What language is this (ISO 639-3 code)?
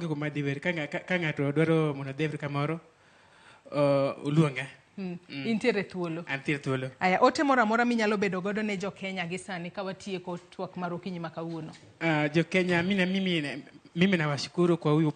luo